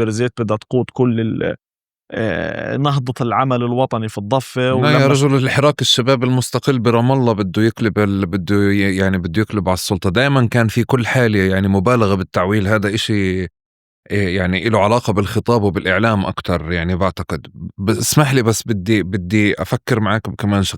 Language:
North Levantine Arabic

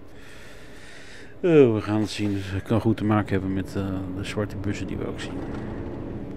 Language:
Dutch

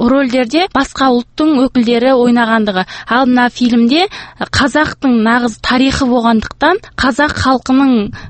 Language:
Kazakh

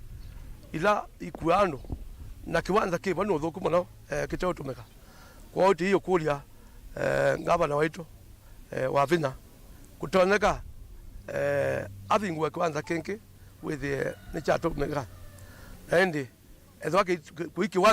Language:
Kamba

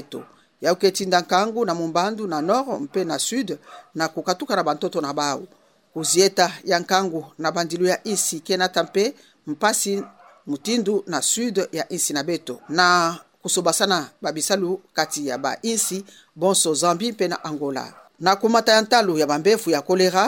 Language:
Kituba (Democratic Republic of Congo)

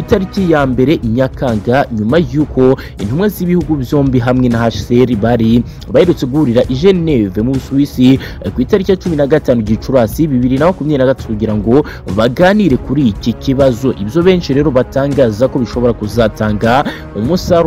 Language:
Kinyarwanda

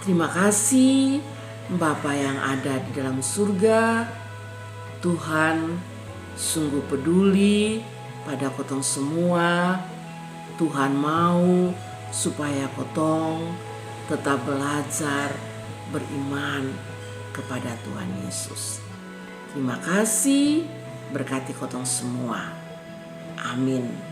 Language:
Kupang Malay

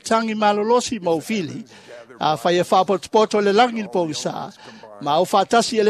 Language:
Samoan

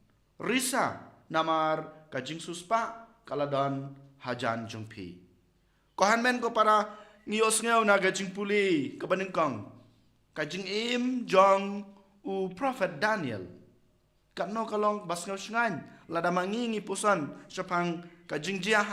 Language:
Khasi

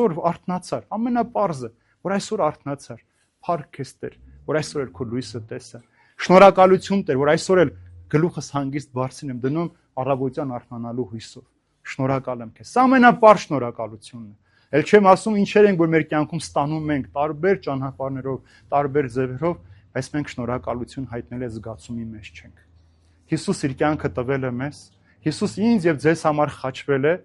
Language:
Armenian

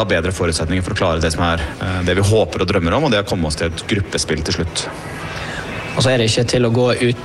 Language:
Norwegian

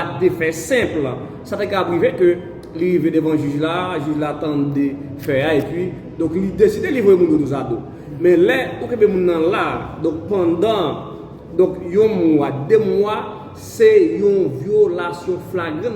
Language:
Haitian Creole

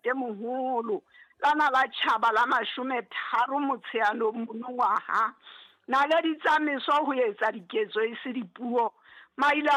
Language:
Southern Sotho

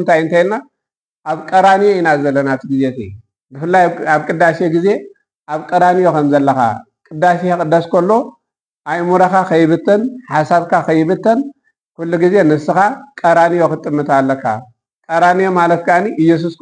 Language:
Tigrinya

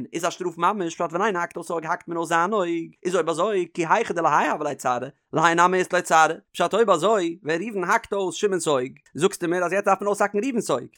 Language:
Yiddish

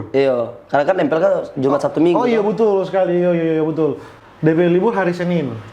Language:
Manado Malay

